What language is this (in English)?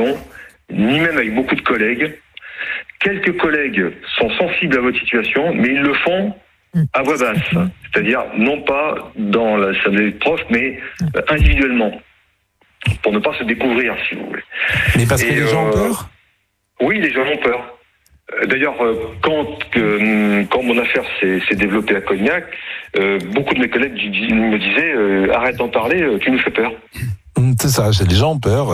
French